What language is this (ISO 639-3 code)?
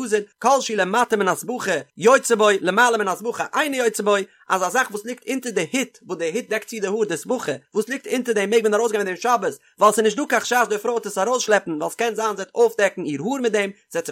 yid